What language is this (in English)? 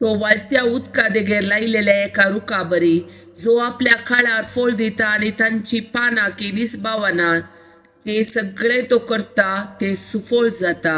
Konkani